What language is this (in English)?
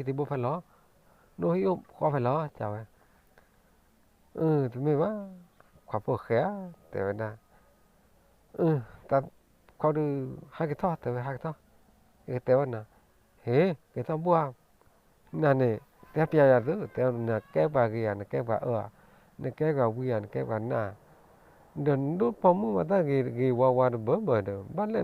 S'gaw Karen